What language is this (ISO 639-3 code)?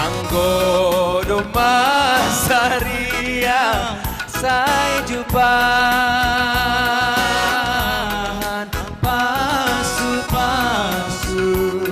bts